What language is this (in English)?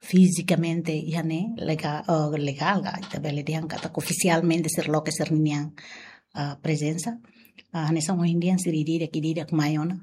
Tetum